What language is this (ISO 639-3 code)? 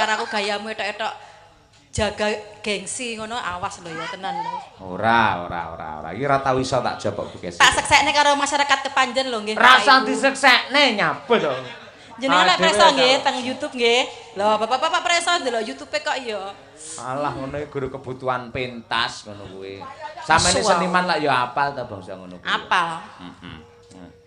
jav